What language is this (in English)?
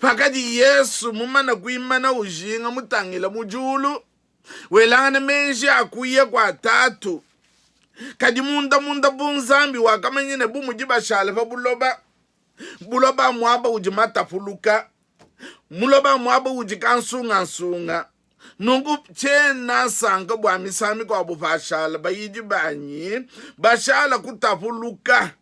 Luba-Lulua